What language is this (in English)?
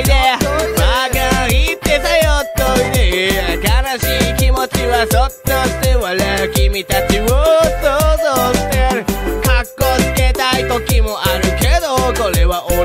Japanese